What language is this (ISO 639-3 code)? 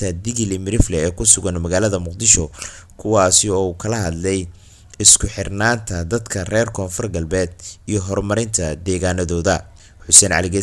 som